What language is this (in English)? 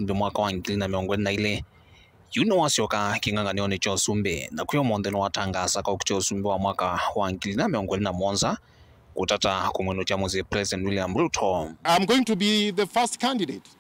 Kamba